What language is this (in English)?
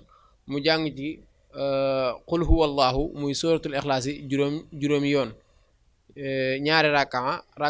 Wolof